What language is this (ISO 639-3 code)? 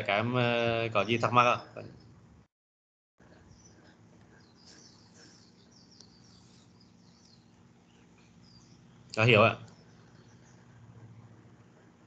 vie